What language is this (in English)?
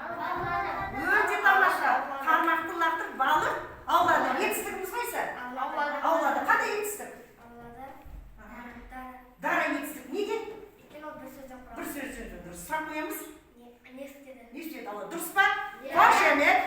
Kazakh